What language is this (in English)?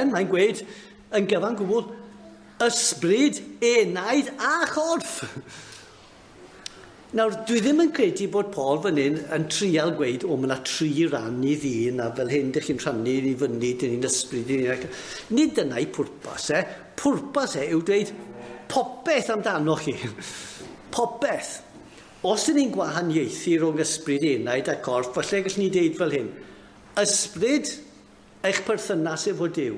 Welsh